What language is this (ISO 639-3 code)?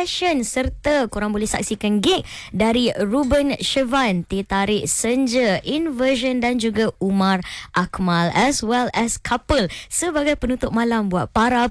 msa